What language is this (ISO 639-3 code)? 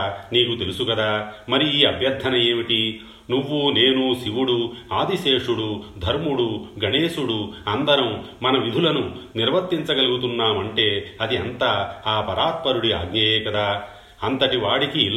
tel